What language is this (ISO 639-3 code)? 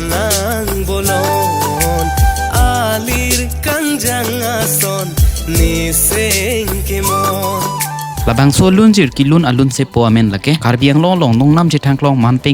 mjw